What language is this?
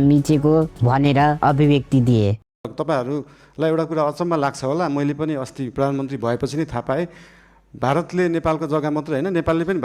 Nepali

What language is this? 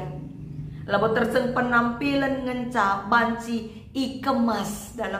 Batak Karo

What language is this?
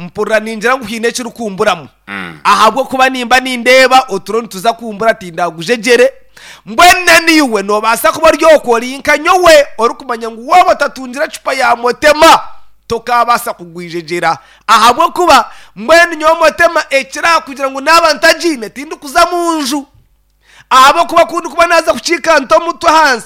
Nyankole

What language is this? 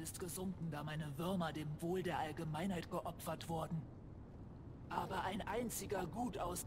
German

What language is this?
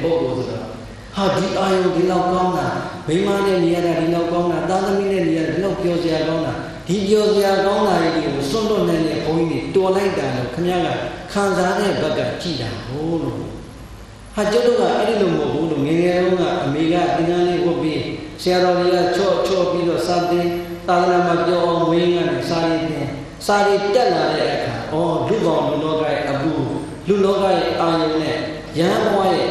Burmese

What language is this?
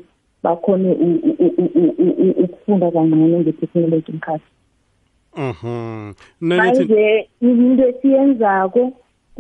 South Ndebele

